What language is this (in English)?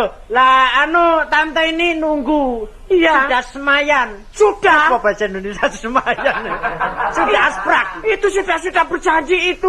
Javanese